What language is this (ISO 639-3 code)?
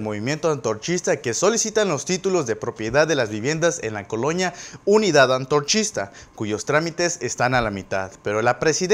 spa